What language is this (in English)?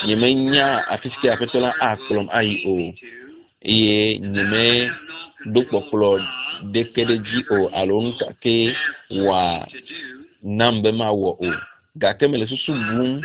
Ewe